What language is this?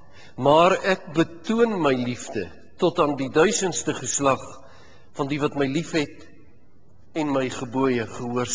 Afrikaans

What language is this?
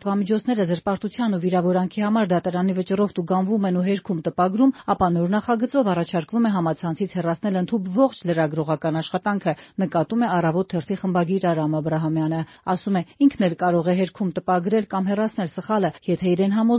Armenian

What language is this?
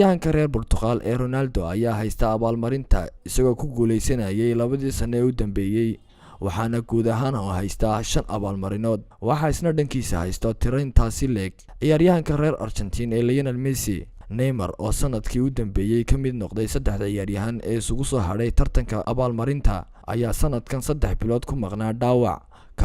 Somali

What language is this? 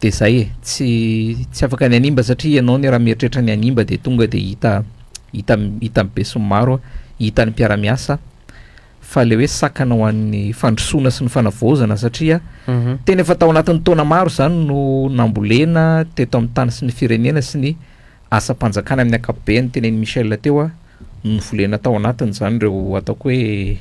Malagasy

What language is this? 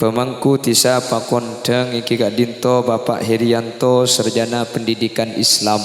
Madurese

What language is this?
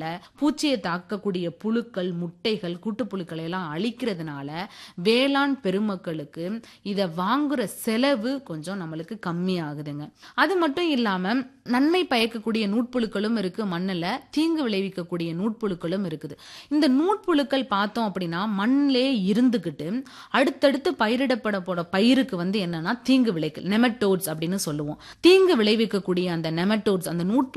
Tamil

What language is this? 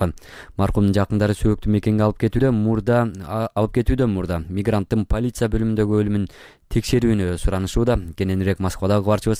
Kyrgyz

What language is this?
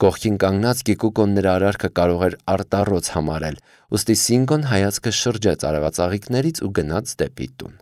Armenian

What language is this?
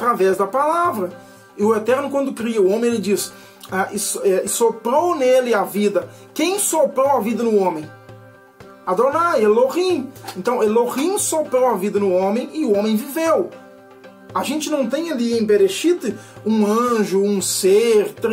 Portuguese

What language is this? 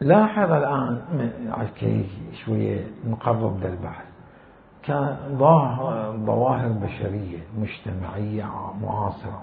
Mesopotamian Arabic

